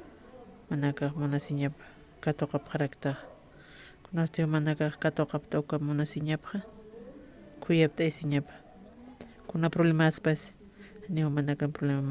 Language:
Aymara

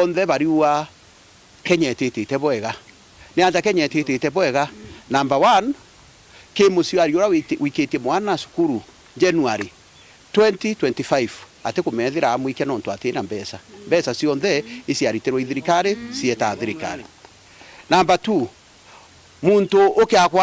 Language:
Meru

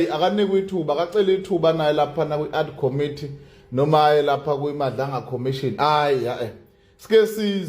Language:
Zulu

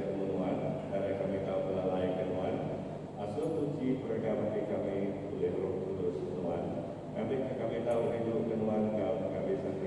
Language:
Iban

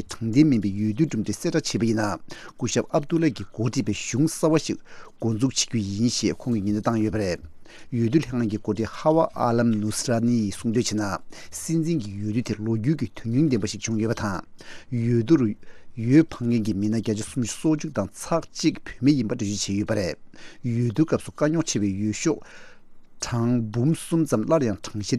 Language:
Tibetan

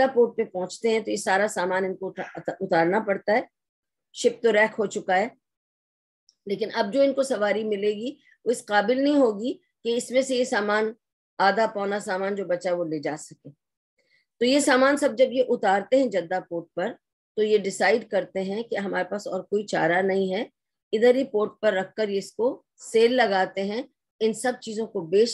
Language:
Urdu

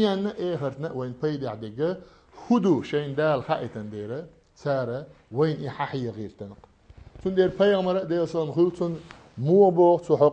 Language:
Chechen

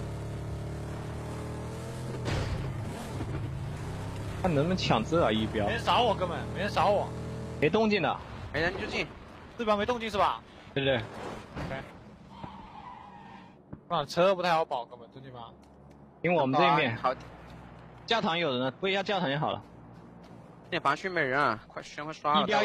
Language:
Chinese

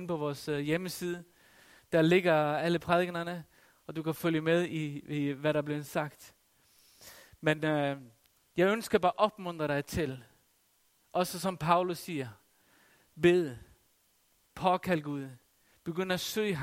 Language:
Danish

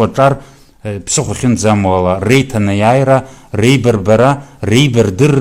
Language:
Abkhazian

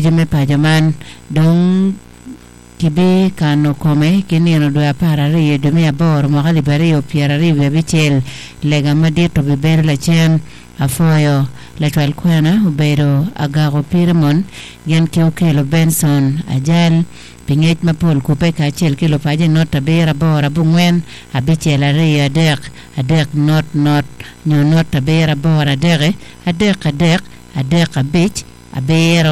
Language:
Acoli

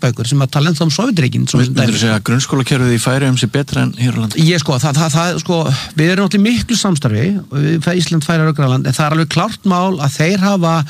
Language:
Icelandic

